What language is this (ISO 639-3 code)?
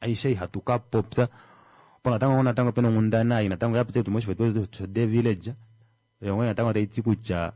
kua